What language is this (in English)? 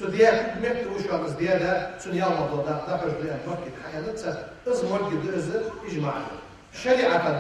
Ingush